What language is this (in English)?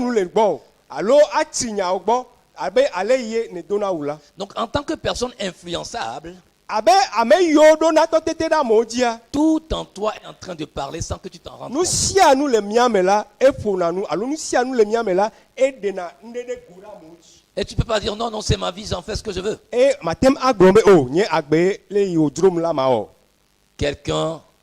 Ewe